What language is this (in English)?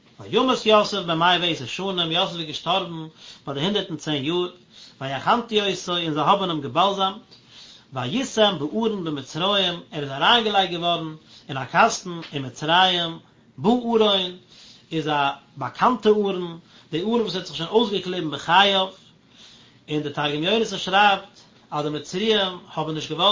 Yiddish